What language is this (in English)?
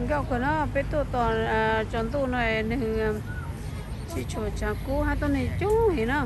Hmong